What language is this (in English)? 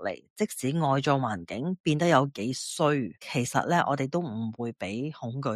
Cantonese